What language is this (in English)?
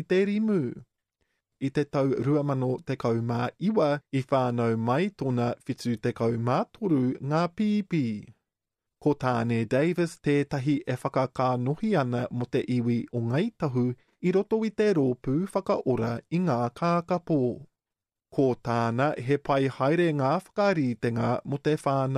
Māori